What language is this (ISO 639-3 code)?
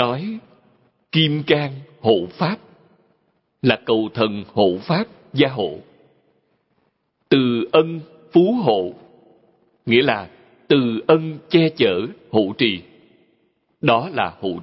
vie